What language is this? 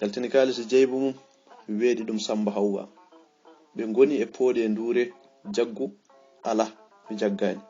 Fula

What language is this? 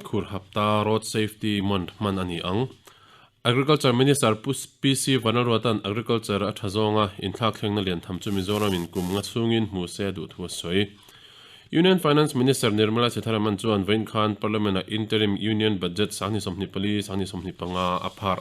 Mizo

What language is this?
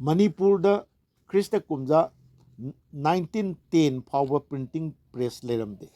Manipuri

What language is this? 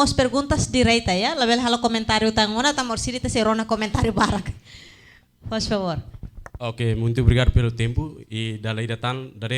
Tetum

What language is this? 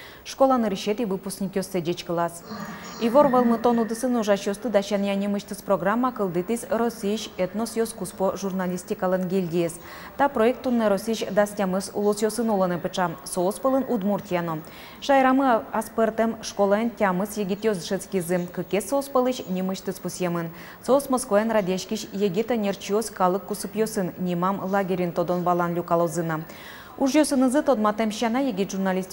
Udmurt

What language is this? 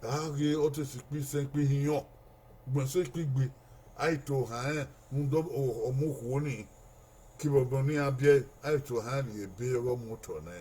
Bini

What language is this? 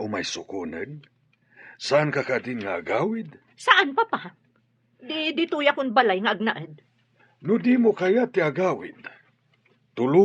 Iloko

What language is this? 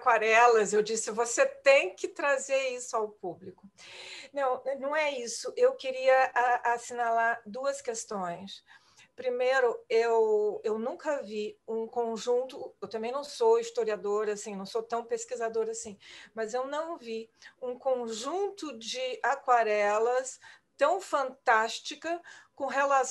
Portuguese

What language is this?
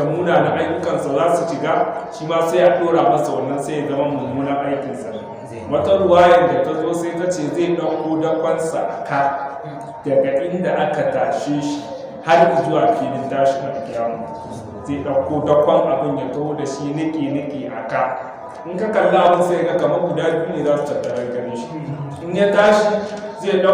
Hausa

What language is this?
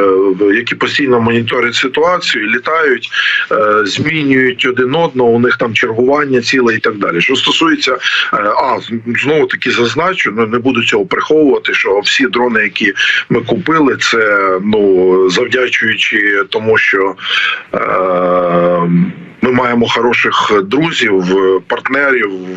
Ukrainian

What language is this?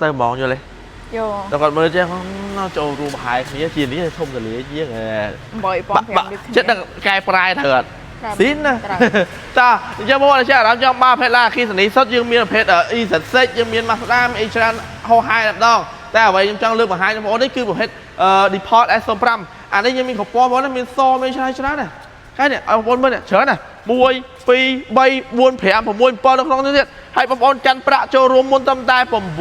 Khmer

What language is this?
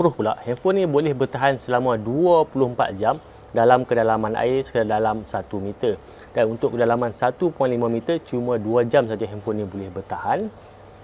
Malay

